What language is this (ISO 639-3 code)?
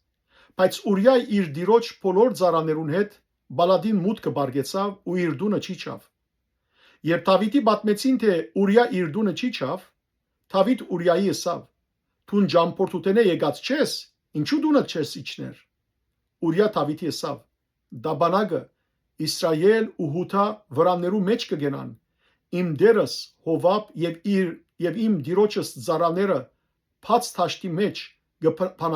hyw